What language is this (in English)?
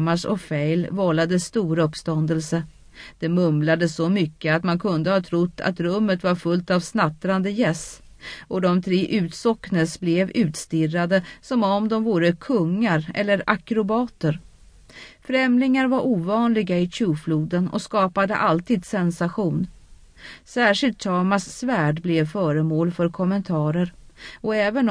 Swedish